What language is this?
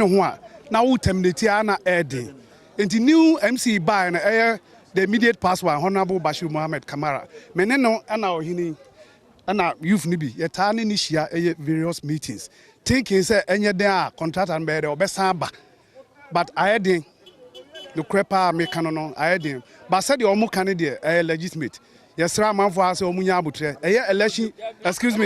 Akan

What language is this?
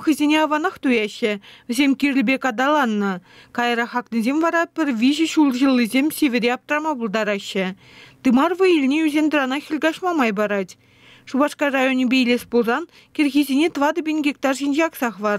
Chuvash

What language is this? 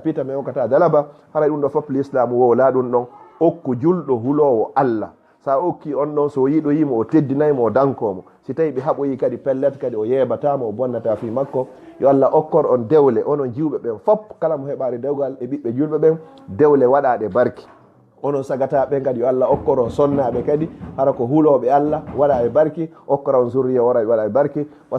Fula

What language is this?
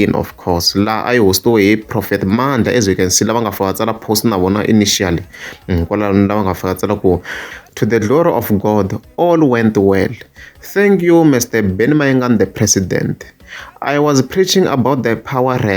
Tsonga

